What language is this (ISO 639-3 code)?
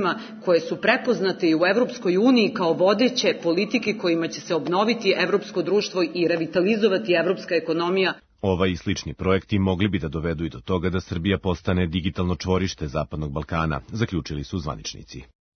srp